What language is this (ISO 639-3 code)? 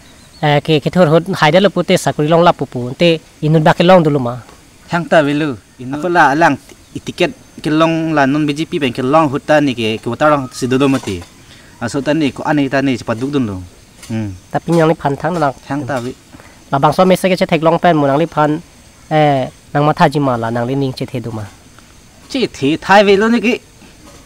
mjw